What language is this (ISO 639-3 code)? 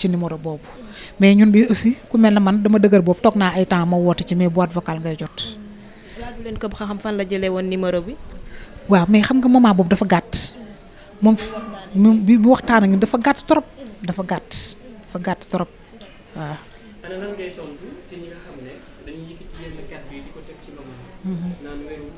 wol